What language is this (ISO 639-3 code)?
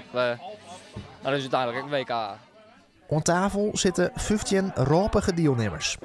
fry